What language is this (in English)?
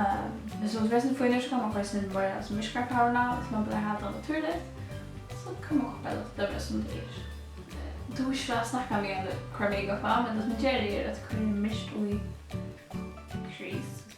Faroese